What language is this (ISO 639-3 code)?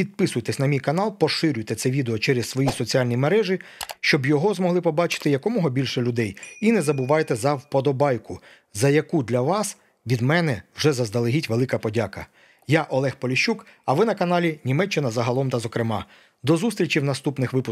ukr